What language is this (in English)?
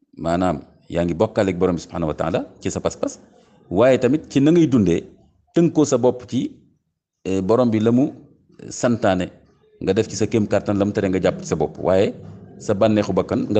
Wolof